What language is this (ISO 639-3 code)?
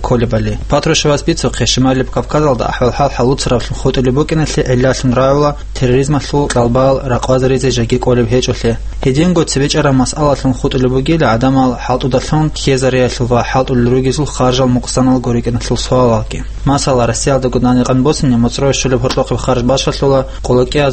ava